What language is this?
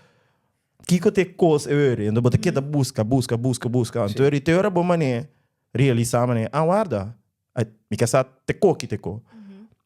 Papiamento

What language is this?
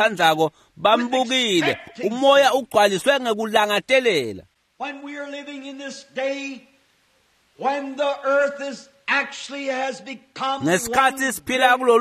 Swati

